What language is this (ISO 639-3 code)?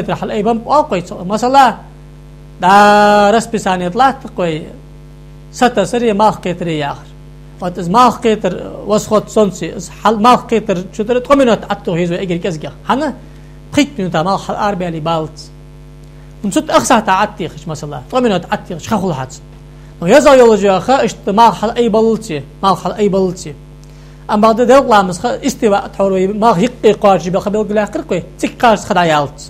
inh